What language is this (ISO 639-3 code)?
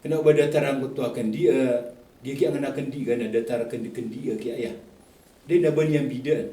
mrw